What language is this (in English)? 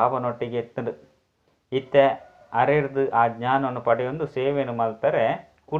Tulu